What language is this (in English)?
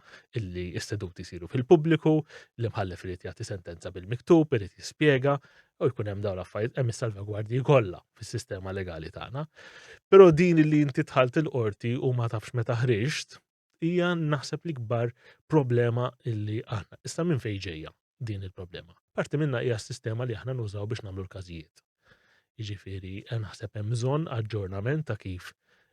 Maltese